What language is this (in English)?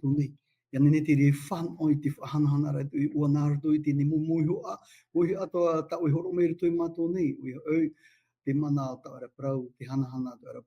Tahitian